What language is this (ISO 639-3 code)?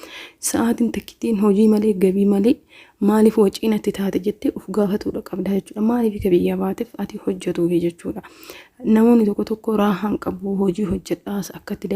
orm